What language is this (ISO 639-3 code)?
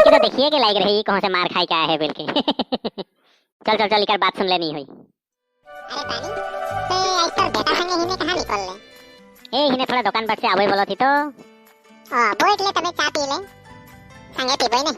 sck